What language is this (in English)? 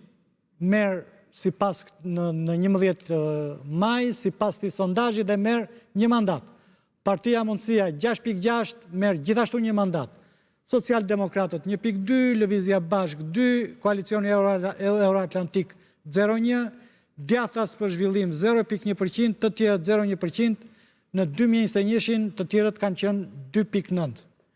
Albanian